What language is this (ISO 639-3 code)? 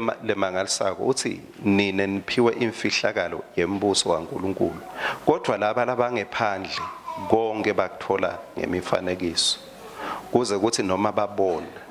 ssw